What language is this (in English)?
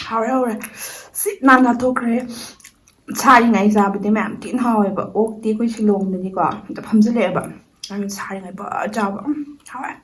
Manipuri